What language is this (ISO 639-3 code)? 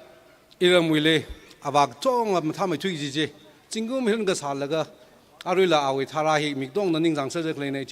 nmf